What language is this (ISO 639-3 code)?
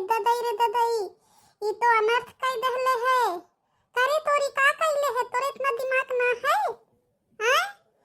bho